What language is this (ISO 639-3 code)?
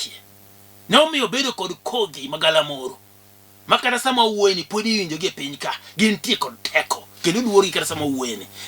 luo